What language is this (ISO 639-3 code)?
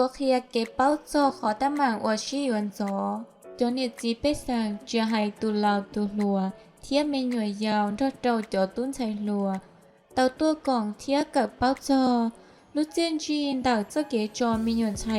hmn